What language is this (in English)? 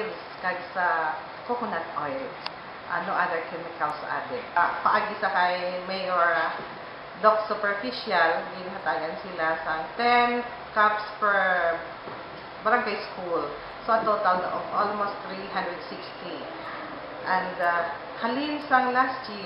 Hiligaynon